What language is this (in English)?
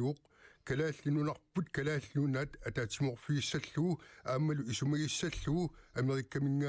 Kalaallisut